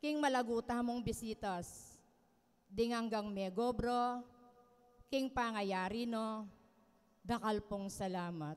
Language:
Pampanga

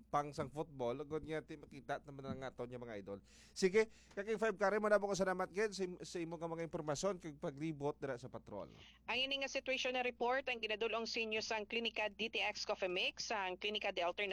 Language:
Hiligaynon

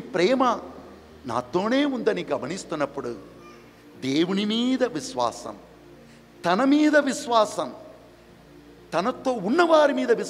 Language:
Telugu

